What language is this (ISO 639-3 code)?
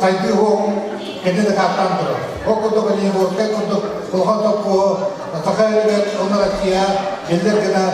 sah